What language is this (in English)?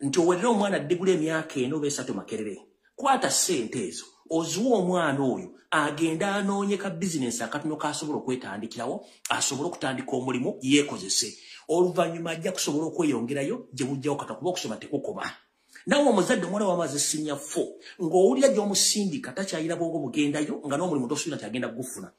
Ganda